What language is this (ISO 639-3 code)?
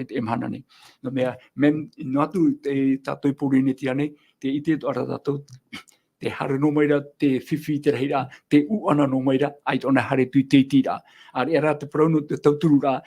tah